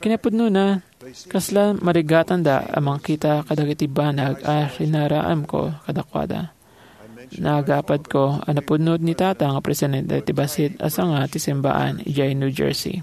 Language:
Iloko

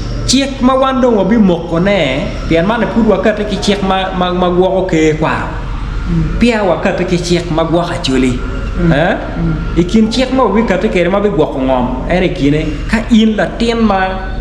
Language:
Acoli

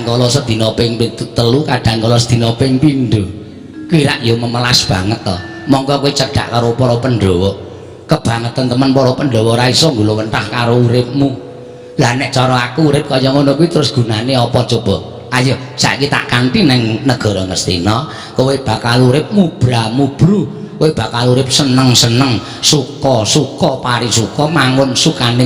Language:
Javanese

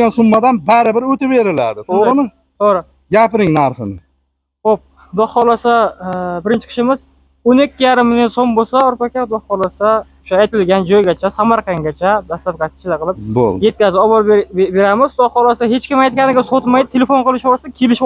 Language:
Uzbek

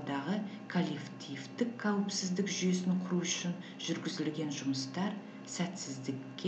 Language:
Kazakh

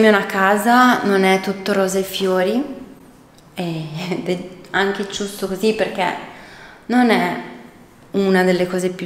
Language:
Italian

